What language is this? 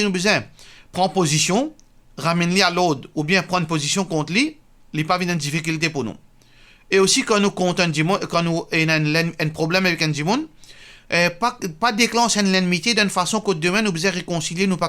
Morisyen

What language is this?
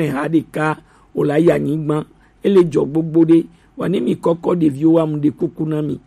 Gen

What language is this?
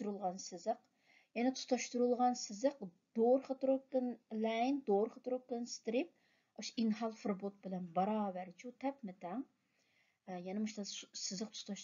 Uyghur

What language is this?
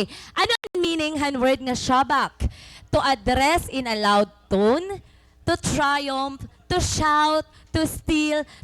Waray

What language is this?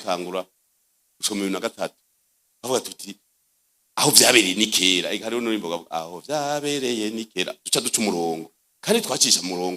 Rundi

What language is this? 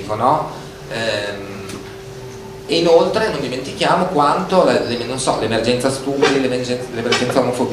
Italian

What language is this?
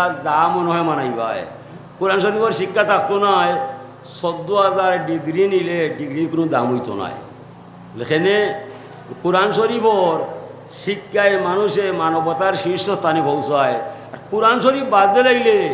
Sylheti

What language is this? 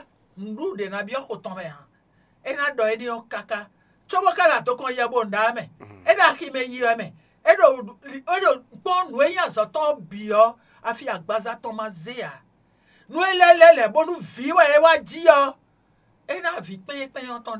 Fon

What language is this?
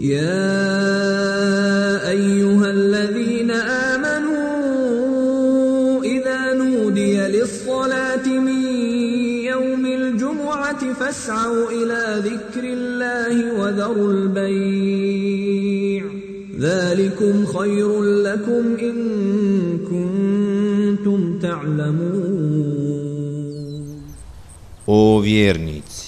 Bosnian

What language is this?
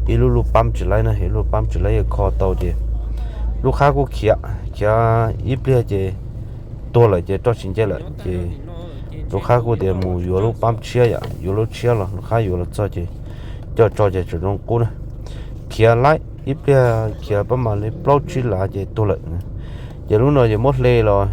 Hmong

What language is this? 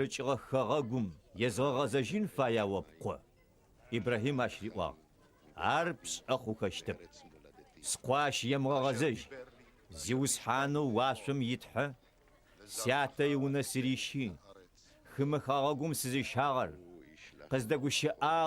Adyghe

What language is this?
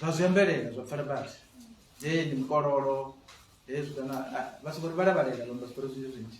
Venda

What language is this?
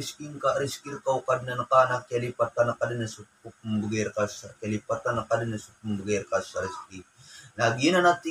Maranao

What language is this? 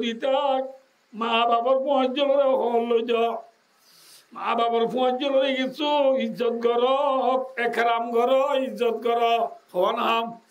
Rohingya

